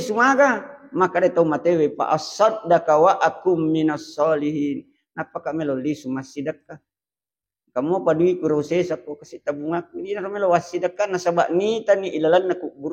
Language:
Buginese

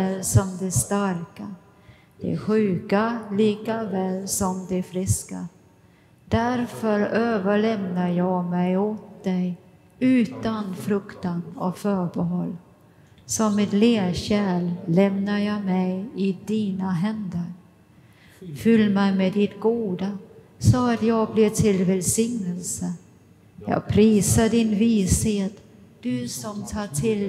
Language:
Swedish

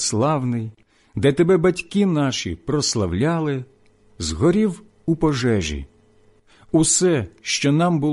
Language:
Ukrainian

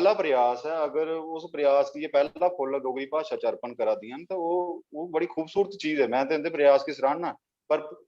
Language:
Dogri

